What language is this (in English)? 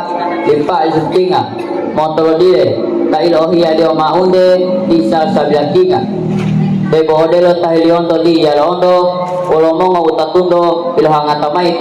Gorontalo